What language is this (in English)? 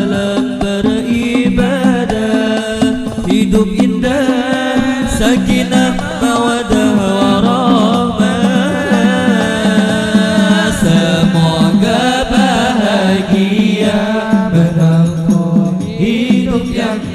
Banjar